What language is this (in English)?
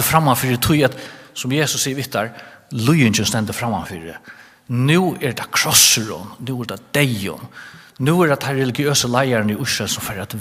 Faroese